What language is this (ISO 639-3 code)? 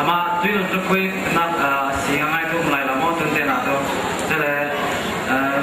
cfm